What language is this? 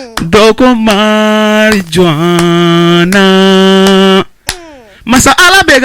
Bambara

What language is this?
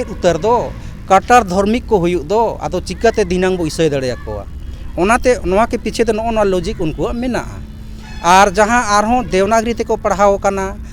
Santali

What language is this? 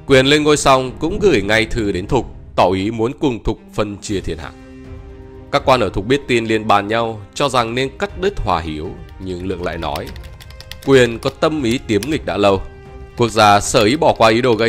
Vietnamese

